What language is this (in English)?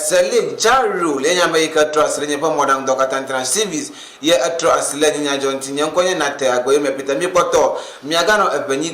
Ewe